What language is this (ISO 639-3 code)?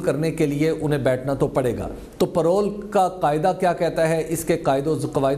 urd